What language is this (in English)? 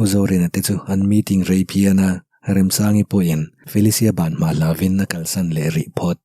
Mizo